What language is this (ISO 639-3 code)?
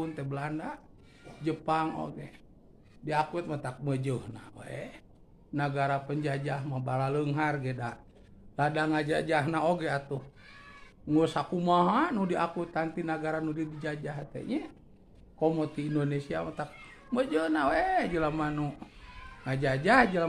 sun